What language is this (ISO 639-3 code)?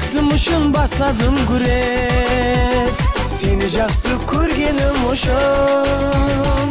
kaa